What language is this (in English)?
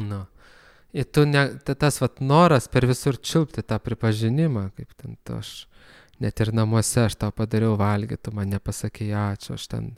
Lithuanian